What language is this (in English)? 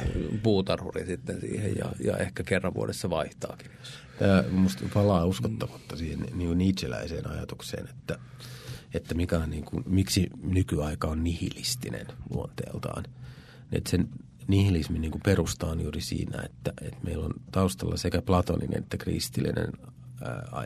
Finnish